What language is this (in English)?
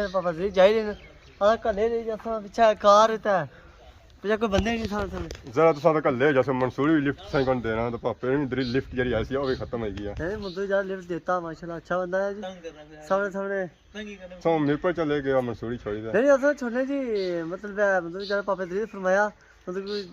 Pahari-Potwari